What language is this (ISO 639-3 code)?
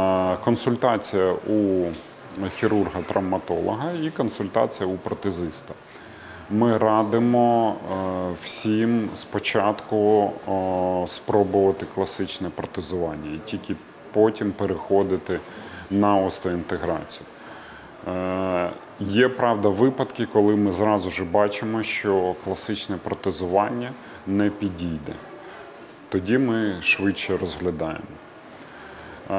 ukr